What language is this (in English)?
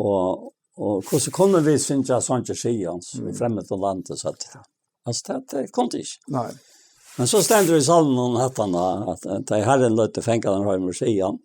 Faroese